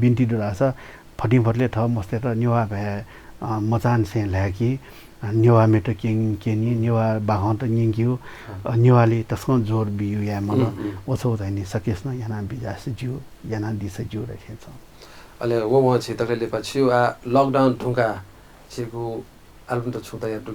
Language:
Newari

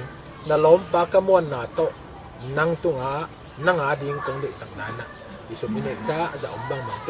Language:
Tedim Chin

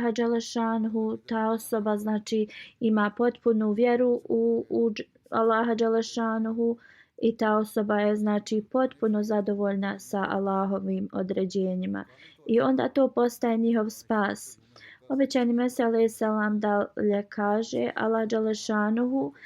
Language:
Bosnian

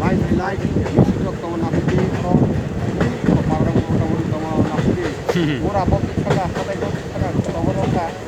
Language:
Kok Borok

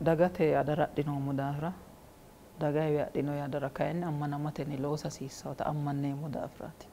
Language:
Sidamo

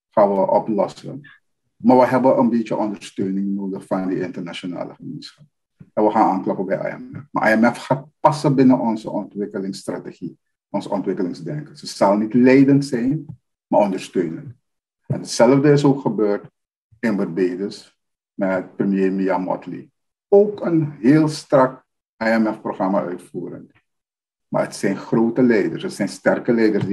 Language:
Dutch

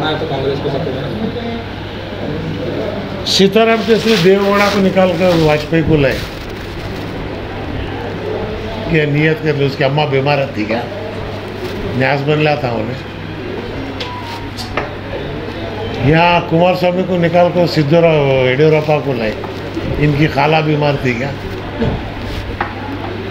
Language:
Hindi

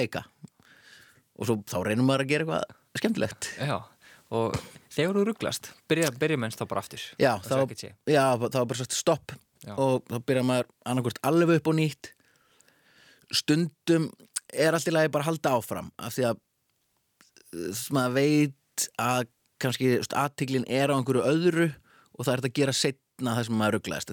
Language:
Icelandic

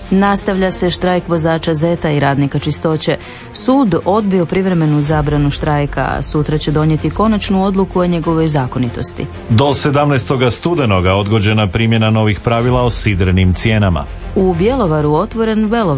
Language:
Croatian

